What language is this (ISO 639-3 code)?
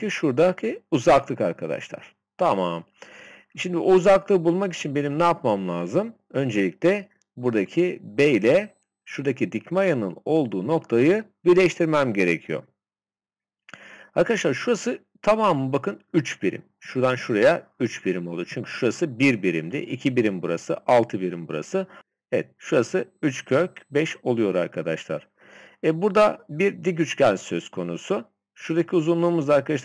tur